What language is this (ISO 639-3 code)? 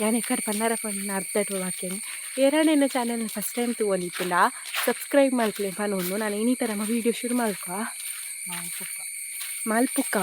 tcy